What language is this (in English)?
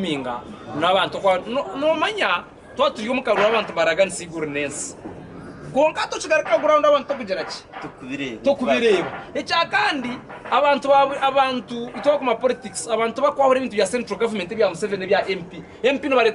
Nyankole